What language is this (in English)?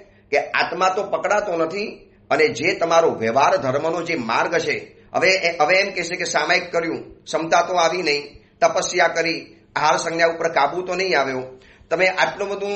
Gujarati